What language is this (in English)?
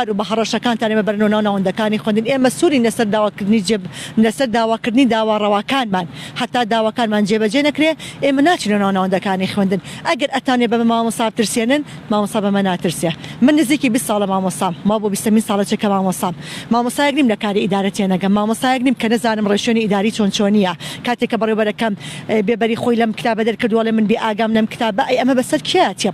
Central Kurdish